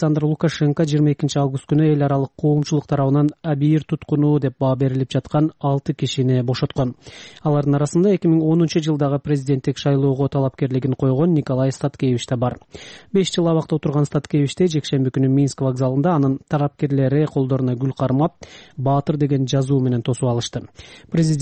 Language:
Kyrgyz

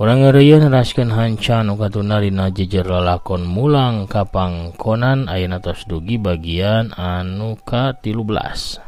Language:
Sundanese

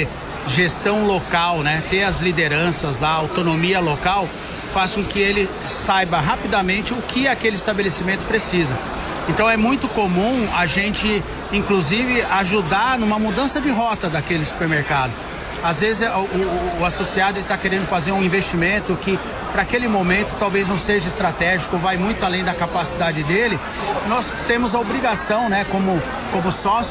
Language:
Portuguese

